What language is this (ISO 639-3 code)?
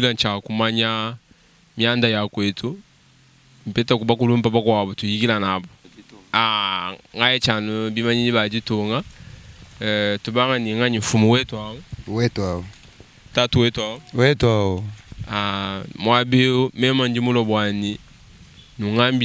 lua